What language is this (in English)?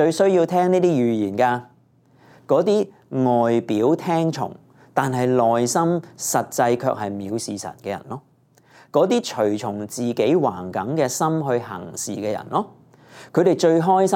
Cantonese